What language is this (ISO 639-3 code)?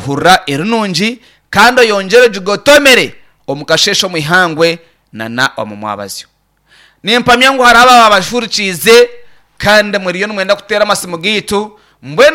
nyn